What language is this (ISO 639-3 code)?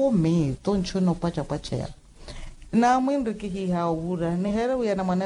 vmw